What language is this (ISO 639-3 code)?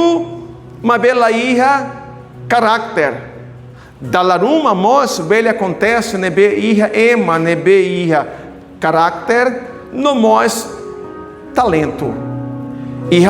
tet